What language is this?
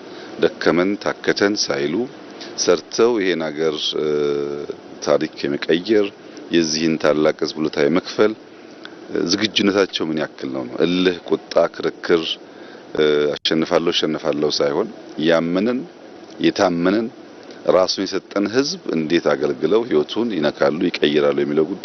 Amharic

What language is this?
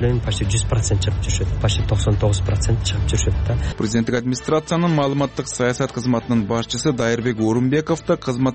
Kyrgyz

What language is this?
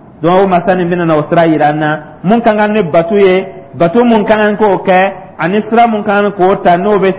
Dyula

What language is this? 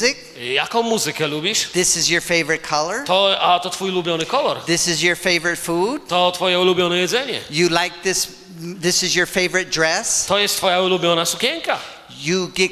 Polish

